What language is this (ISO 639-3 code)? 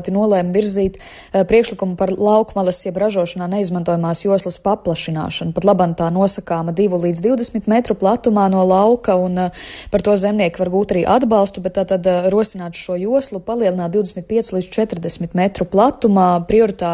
lav